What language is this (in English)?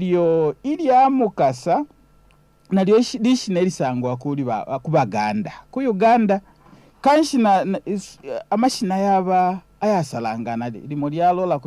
Bemba